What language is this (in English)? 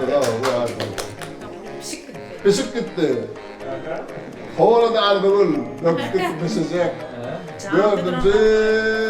Turkmen